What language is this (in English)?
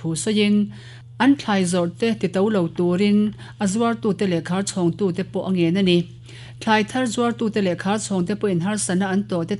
Mizo